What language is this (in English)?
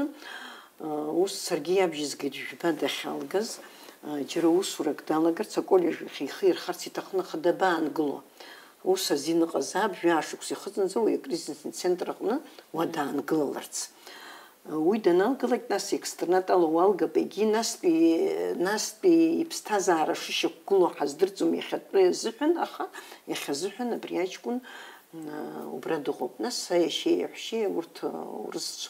Abkhazian